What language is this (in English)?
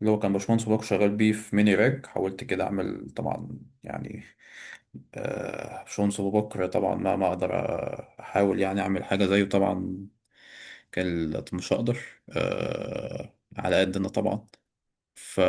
Egyptian Arabic